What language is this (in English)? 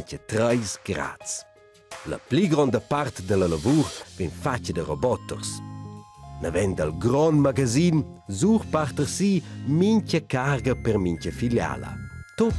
Romansh